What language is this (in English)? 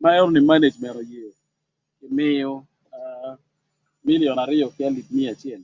Acoli